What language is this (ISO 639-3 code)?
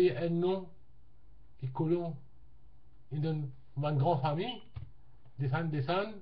mfe